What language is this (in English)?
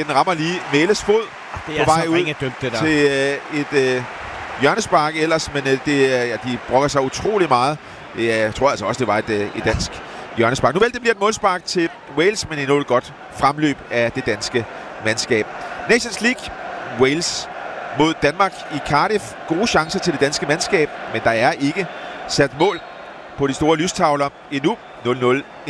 Danish